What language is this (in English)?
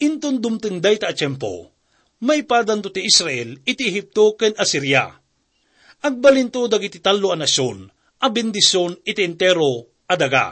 Iloko